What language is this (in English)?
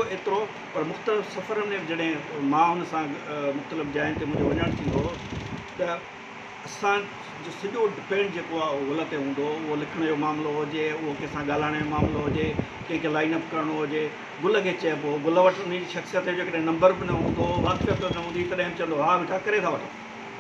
Sindhi